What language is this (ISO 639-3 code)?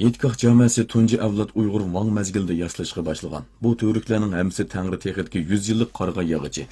uig